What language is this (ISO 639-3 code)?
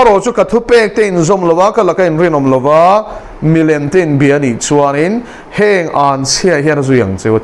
lus